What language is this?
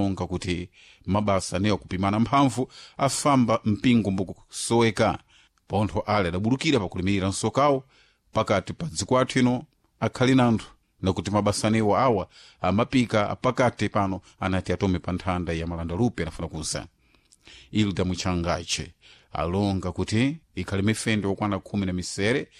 Sena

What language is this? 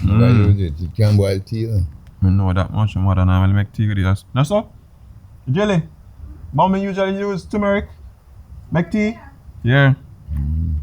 Jamaican Creole English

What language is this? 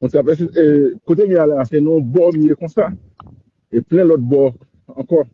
Haitian Creole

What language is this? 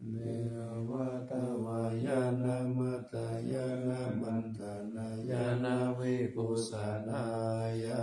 Pali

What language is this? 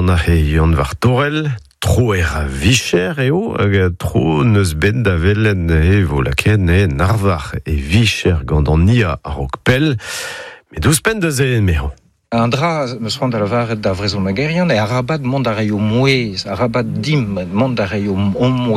Breton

